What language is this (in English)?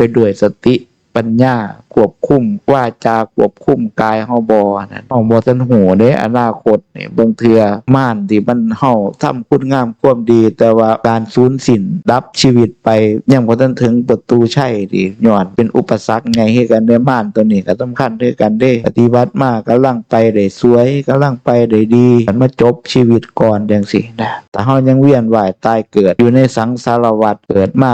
Northeastern Thai